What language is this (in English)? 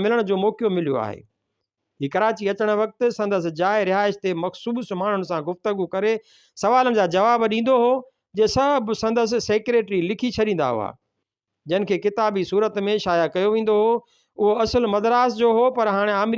Sindhi